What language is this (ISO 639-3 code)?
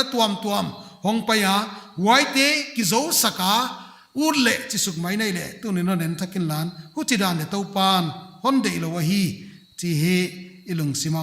pck